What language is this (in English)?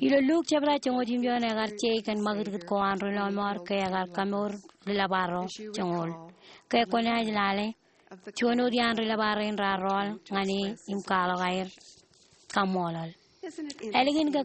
Marshallese